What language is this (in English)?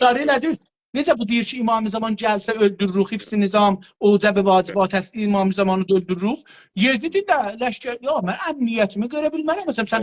South Azerbaijani